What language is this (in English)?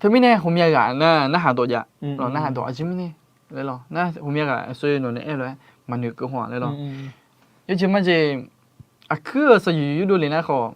Akha